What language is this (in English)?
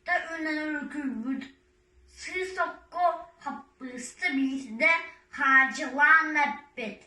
Yakut